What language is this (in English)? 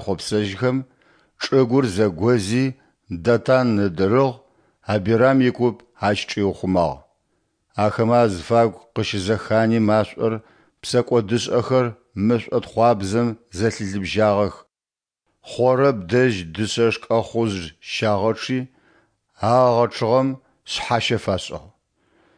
Adyghe